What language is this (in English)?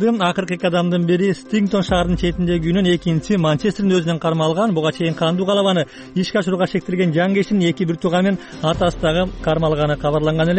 Kyrgyz